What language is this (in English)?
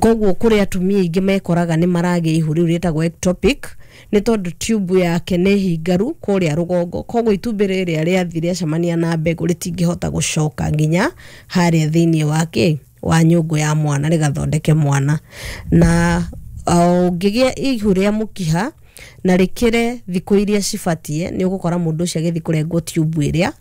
Kikuyu